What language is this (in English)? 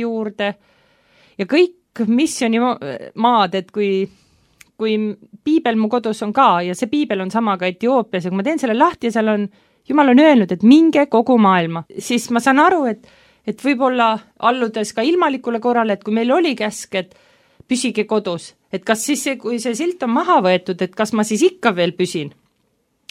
Estonian